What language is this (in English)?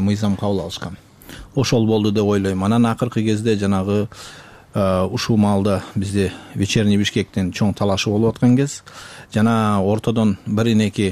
Kyrgyz